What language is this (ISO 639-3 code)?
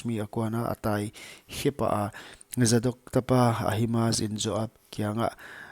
pck